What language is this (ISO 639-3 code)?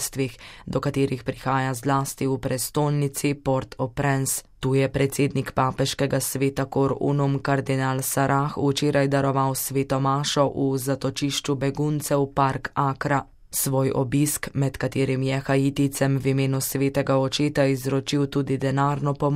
slv